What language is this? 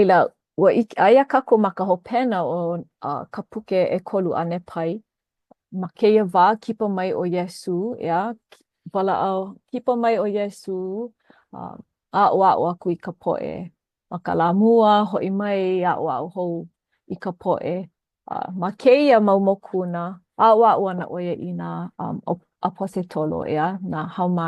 Hawaiian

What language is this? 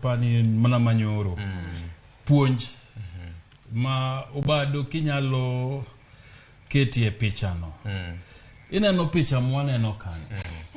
Luo (Kenya and Tanzania)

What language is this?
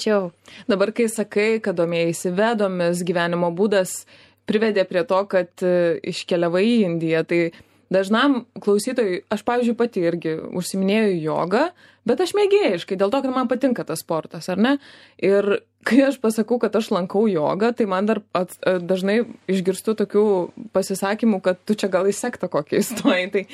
Lithuanian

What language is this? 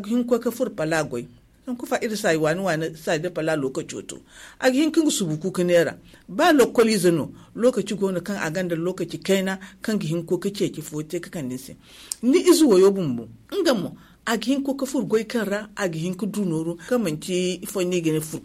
Zarma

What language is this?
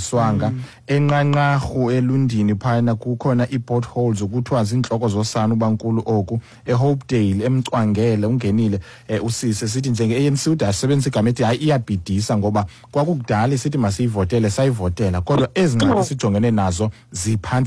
Xhosa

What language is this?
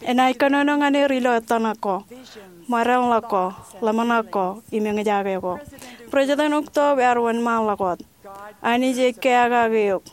Marshallese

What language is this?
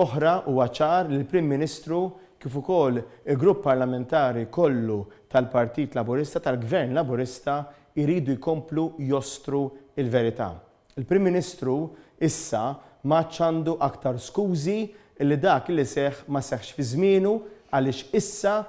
Maltese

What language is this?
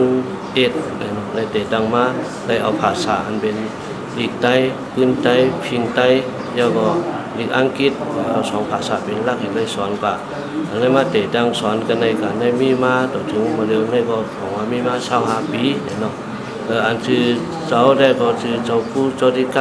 Shan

